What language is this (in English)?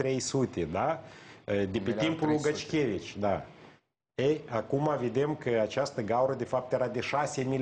Romanian